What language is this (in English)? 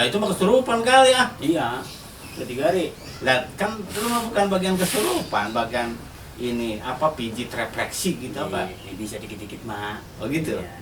Betawi